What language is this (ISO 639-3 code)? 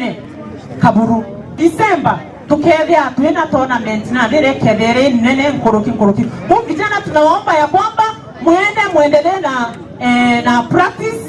mer